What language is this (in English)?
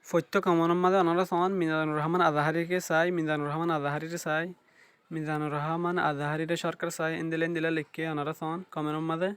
Rohingya